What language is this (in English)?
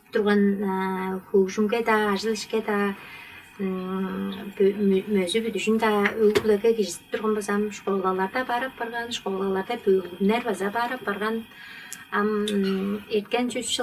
Tuvinian